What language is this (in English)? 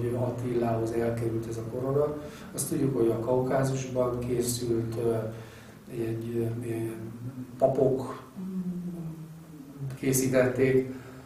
Hungarian